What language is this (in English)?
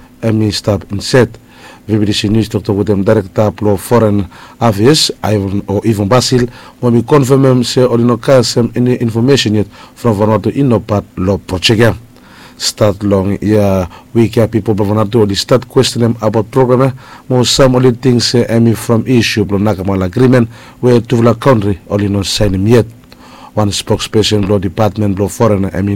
Bislama